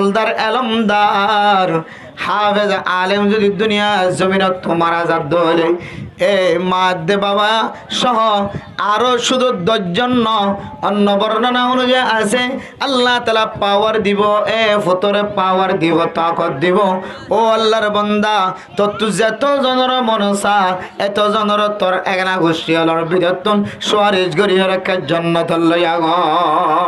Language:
Rohingya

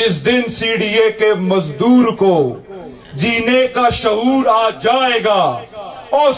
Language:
Urdu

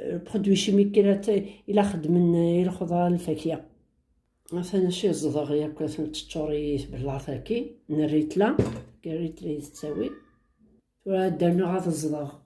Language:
Kabyle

